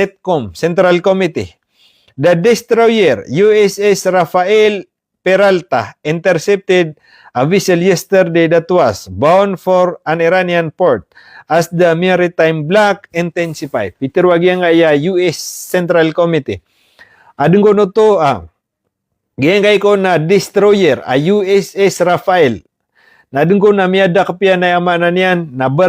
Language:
Maranao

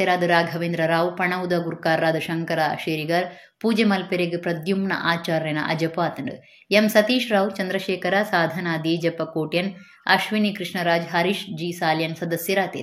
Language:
Tulu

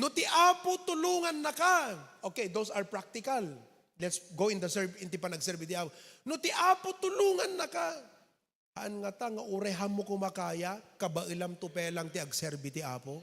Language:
Iloko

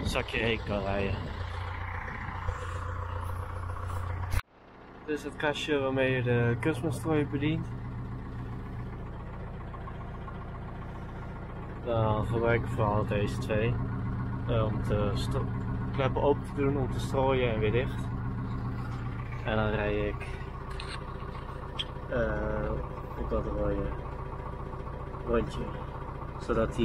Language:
Dutch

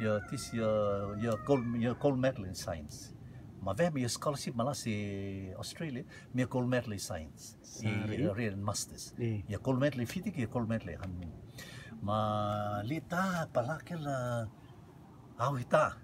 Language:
Rotuman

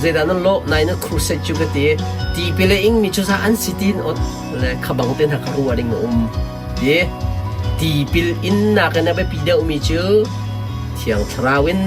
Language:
Hakha Chin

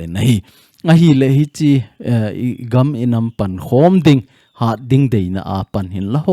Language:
Thado Chin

